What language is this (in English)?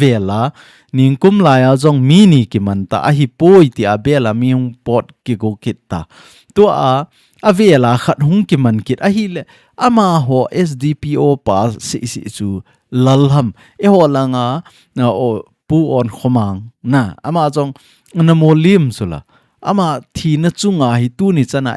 Thado Chin